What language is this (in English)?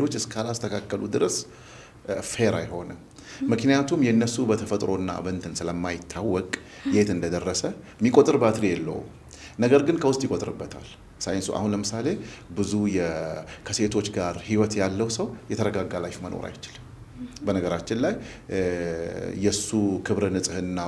Amharic